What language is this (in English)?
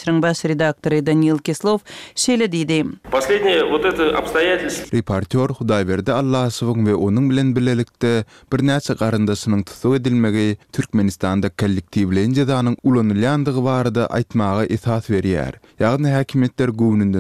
Turkmen